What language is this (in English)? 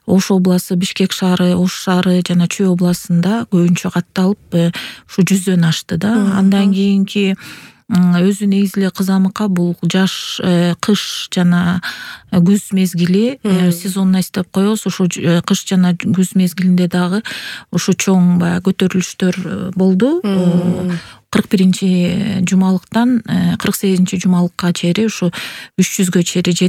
Kyrgyz